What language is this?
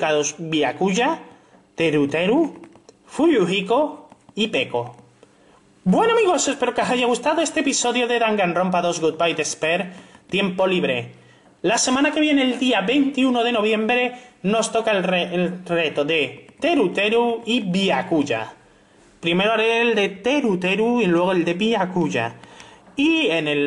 Spanish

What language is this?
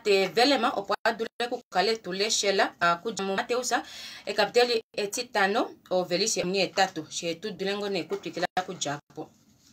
Kuanyama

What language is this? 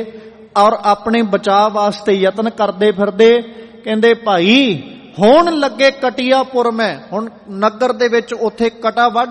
Punjabi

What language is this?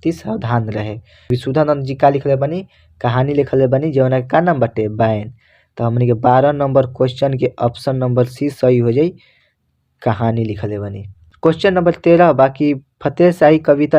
Bhojpuri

